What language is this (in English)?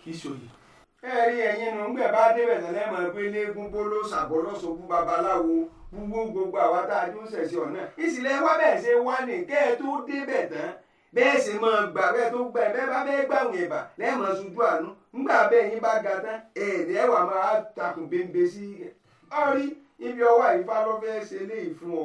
Yoruba